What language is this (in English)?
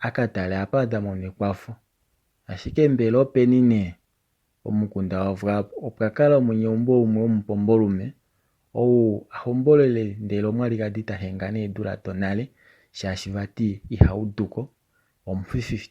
Kuanyama